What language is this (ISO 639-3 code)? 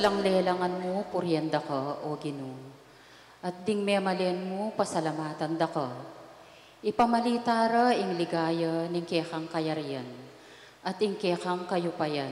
pam